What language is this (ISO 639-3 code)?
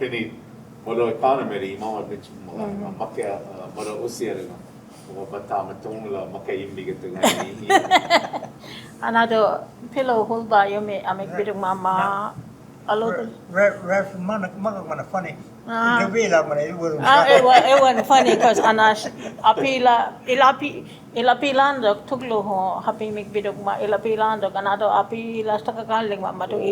cho